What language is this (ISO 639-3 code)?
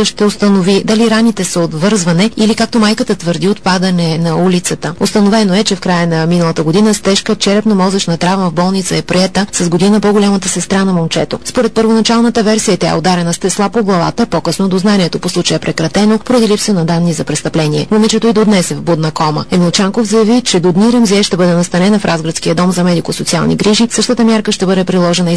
bul